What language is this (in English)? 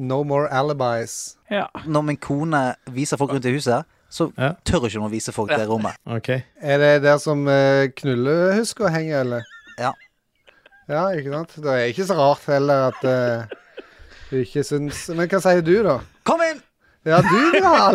Norwegian